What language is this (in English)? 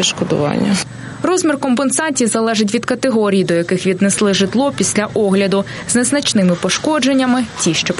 Ukrainian